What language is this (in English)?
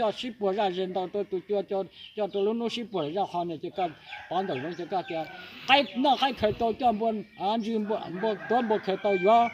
Hmong